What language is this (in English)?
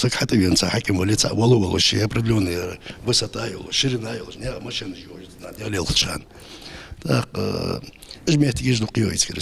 Ingush